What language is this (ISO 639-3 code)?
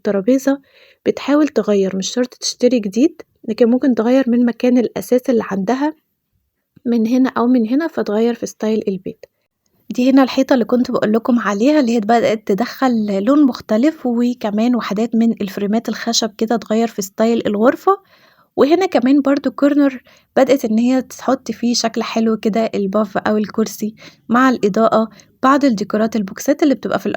arz